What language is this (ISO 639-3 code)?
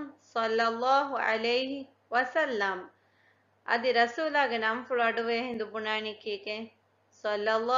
div